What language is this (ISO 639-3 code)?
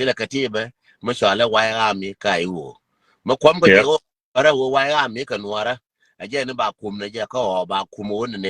nus